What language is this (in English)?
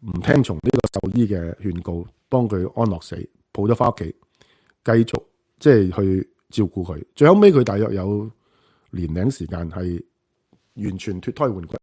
Cantonese